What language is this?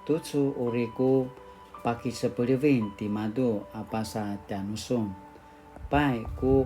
Paiwan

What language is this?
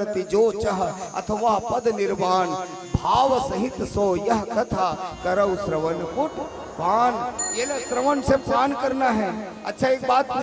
Chhattisgarhi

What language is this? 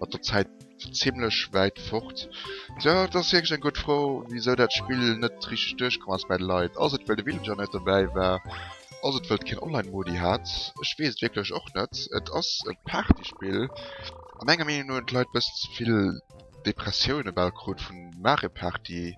Luxembourgish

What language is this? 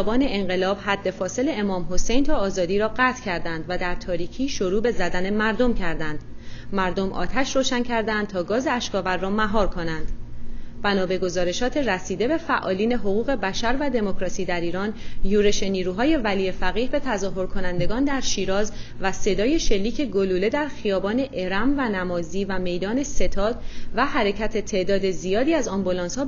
Persian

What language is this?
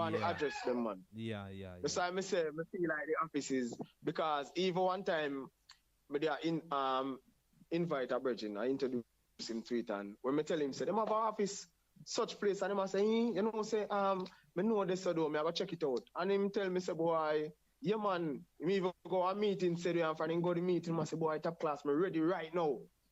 Jamaican Creole English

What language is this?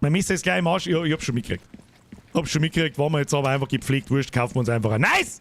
Bavarian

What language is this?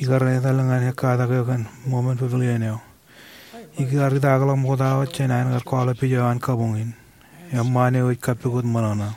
Marshallese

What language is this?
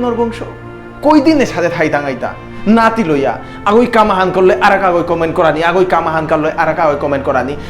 Bishnupriya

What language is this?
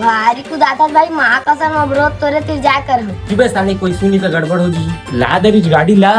Chhattisgarhi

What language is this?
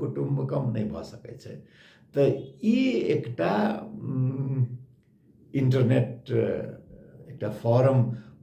Maithili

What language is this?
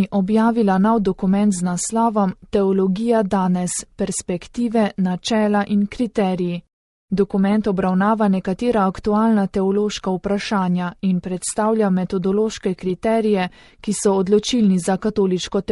Slovenian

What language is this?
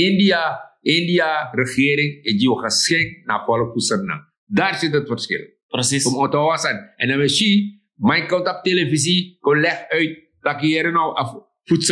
Sranan Tongo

